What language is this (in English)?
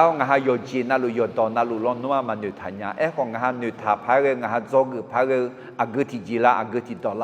Akha